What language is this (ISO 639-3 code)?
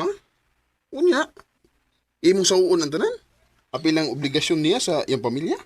ceb